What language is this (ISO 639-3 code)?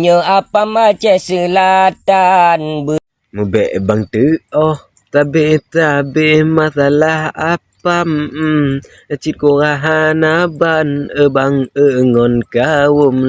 ace